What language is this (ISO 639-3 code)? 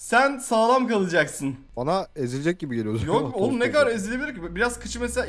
tur